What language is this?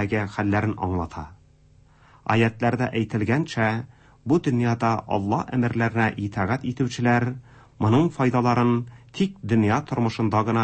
Tatar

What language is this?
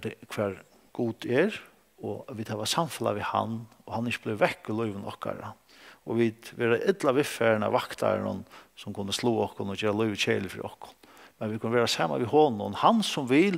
Faroese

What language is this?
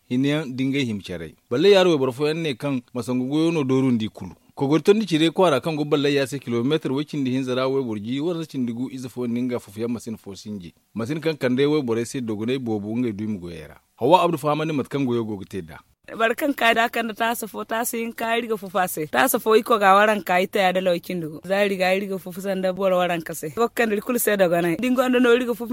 Zarma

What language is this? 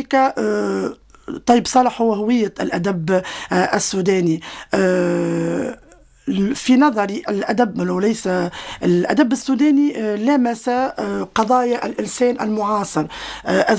Tunisian Arabic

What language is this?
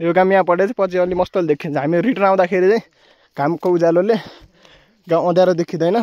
Nepali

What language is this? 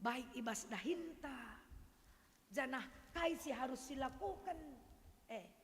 Batak Karo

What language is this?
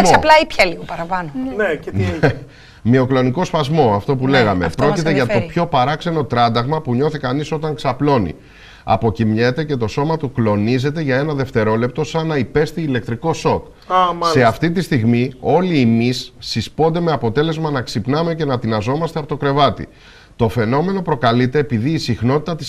Greek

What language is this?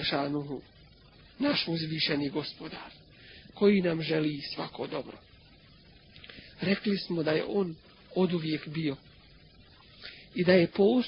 Bosnian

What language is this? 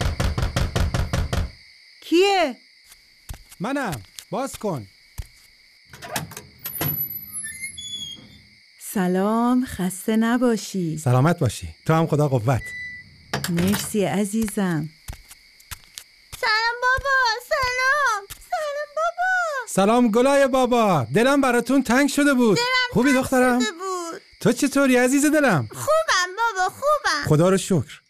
Persian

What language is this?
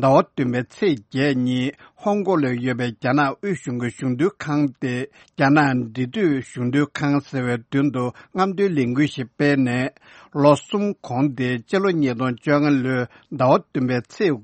Tibetan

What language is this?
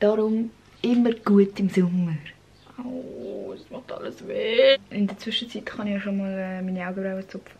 Swiss German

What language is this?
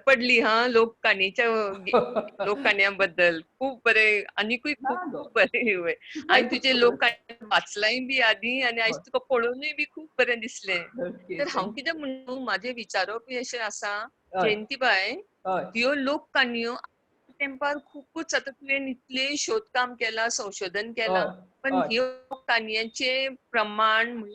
Konkani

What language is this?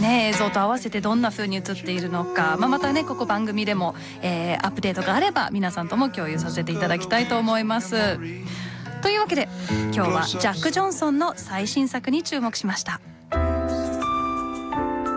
Japanese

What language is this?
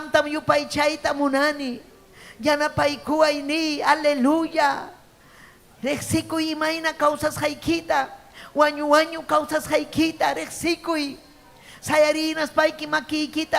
Ayacucho Quechua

